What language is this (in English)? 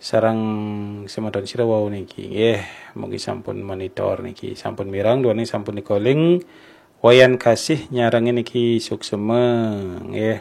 Balinese